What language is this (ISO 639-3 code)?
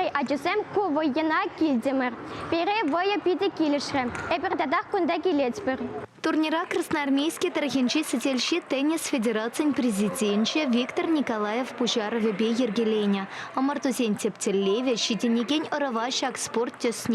chv